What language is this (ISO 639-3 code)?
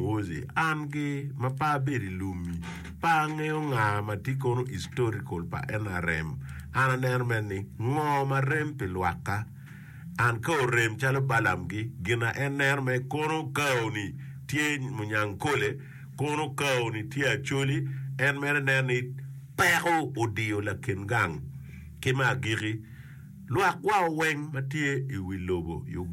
ach